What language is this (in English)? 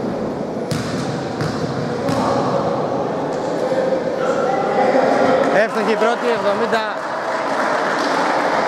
Greek